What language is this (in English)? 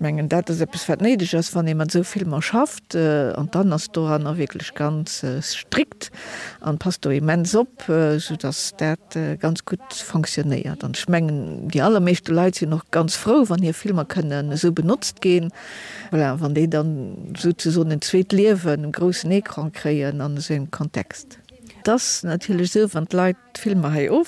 Luxembourgish